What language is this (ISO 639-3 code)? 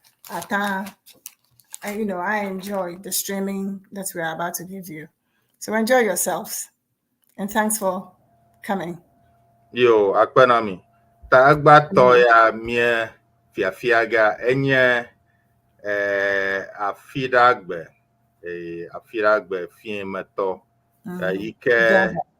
ewe